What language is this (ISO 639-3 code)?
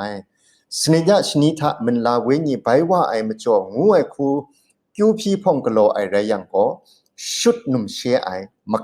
kac